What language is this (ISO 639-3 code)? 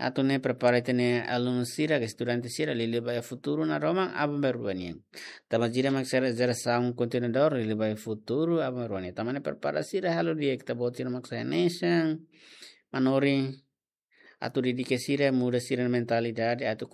tet